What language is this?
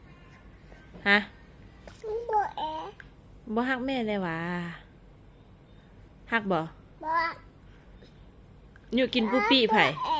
Lao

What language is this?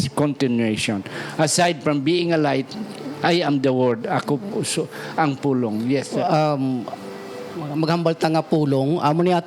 Hiligaynon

